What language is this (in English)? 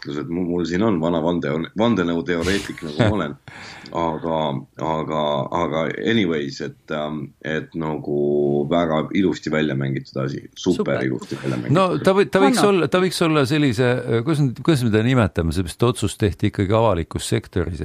Estonian